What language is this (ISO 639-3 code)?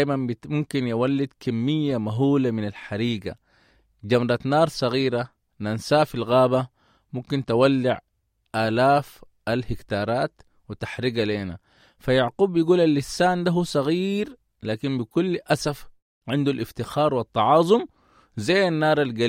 apd